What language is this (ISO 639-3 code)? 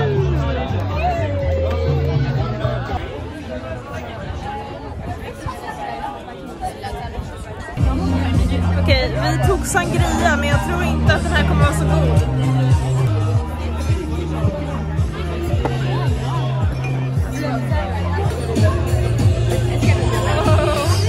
swe